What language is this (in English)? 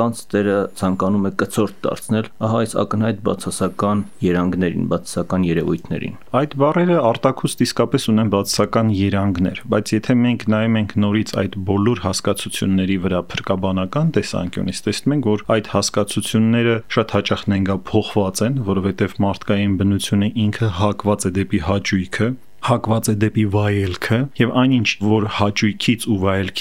Armenian